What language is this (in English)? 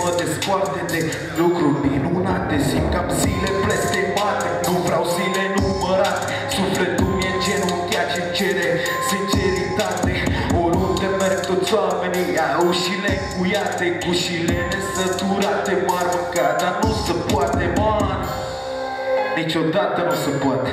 Romanian